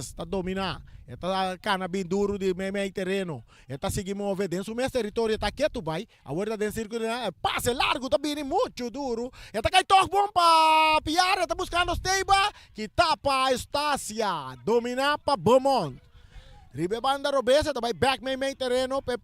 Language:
Papiamento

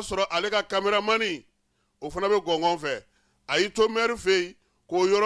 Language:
Bambara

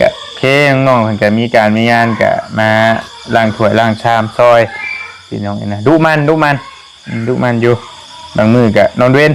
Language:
Northeastern Thai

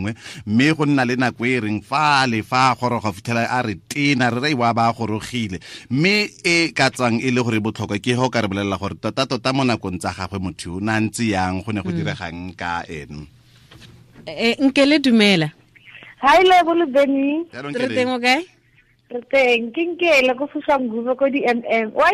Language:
Tswana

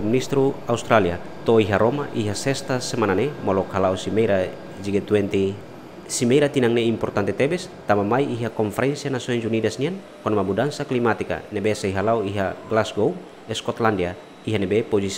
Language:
Tetum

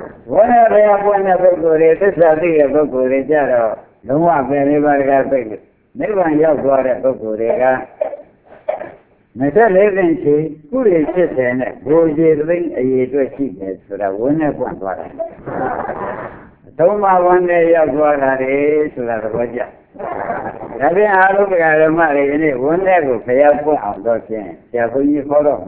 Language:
Burmese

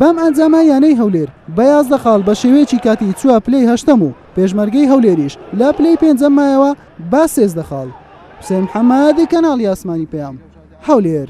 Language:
Central Kurdish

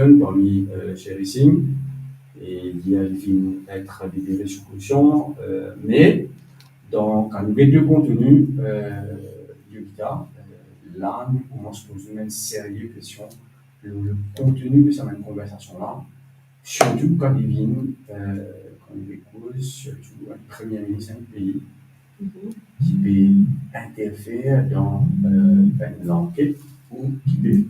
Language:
Morisyen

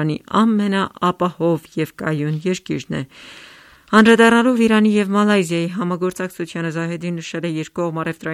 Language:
Armenian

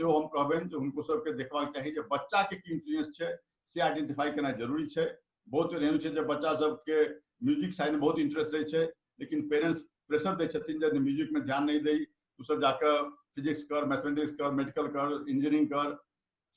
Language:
Maithili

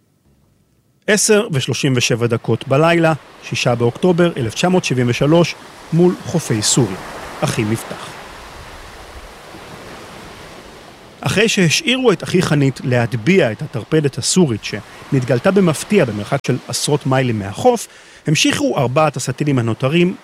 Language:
Hebrew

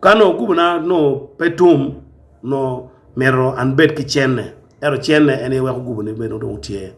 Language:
Acoli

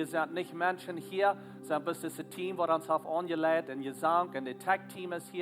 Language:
Plautdietsch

